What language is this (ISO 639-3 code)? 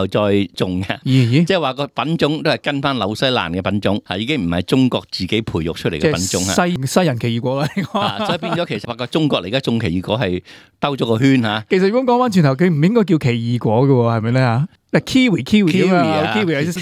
yue